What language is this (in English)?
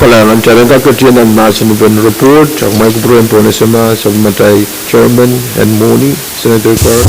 Pohnpeian